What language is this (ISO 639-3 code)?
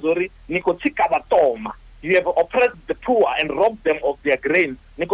ven